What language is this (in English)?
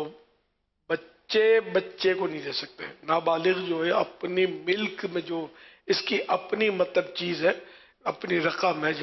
Urdu